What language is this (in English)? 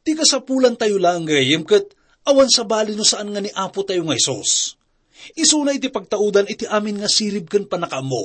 Iloko